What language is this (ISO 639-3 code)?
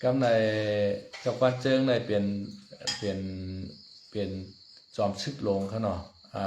shn